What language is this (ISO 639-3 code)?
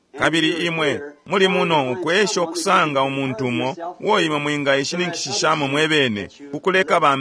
bem